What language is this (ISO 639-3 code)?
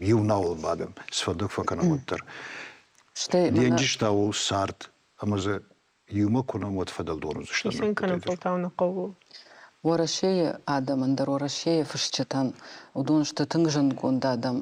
oss